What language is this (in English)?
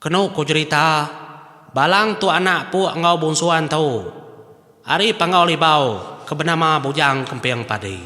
Iban